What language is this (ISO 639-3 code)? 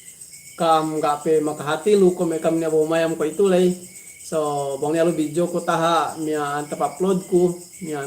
yka